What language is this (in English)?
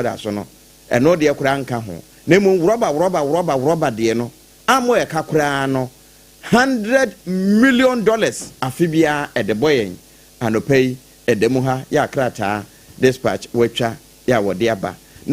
Akan